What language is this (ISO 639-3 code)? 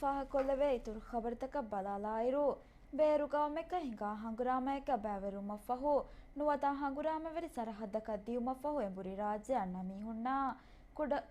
div